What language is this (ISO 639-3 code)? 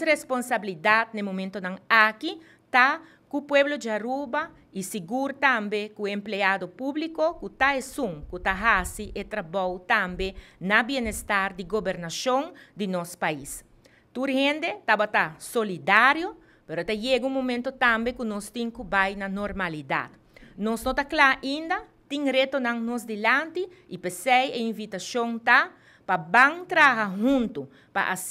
pap